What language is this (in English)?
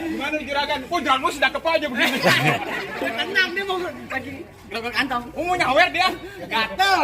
Betawi